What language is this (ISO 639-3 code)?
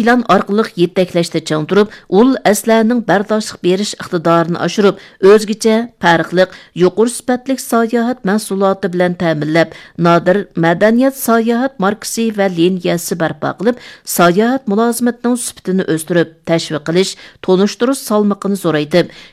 uig